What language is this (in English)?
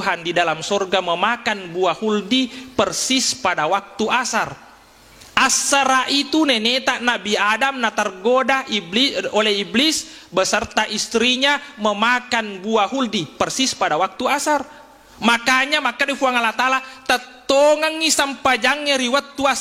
Buginese